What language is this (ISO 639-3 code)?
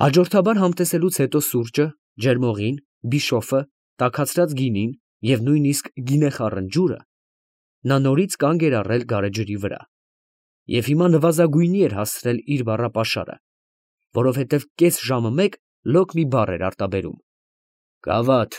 hye